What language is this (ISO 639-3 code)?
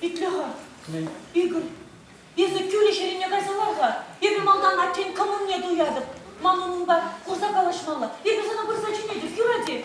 chv